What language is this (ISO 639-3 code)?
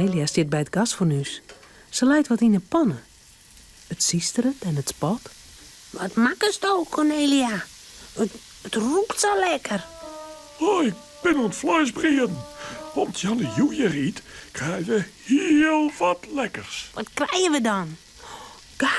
fry